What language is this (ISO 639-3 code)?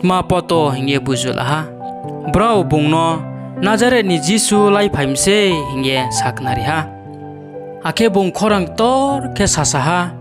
ria